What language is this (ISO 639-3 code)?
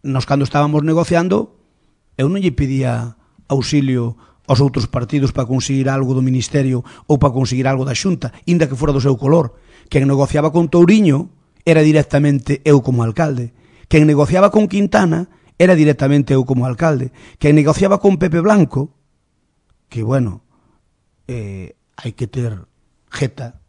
glg